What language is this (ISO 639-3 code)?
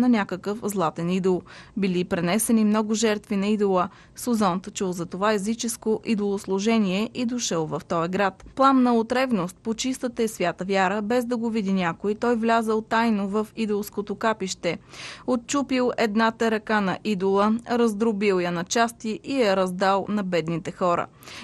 bul